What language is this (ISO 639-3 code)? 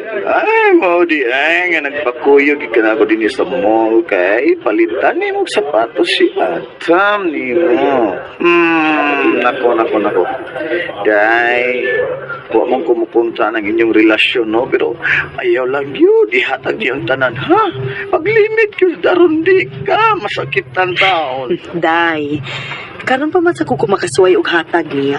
ceb